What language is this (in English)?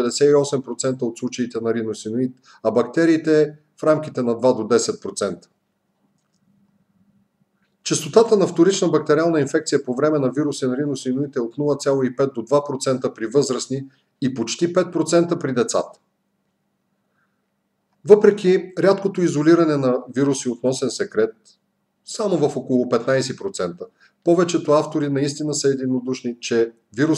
Bulgarian